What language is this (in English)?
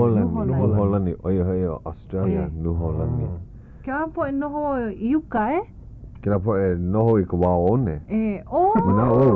Hawaiian